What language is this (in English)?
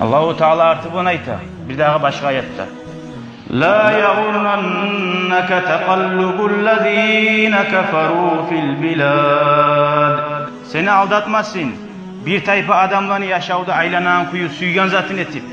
Kumyk